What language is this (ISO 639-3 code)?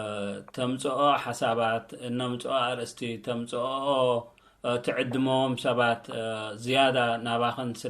tir